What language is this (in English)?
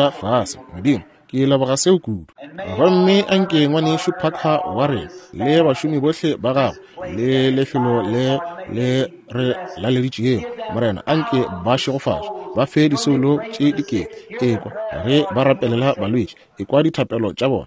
Northern Sotho